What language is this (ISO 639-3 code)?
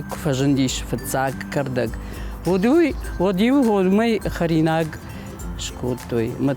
oss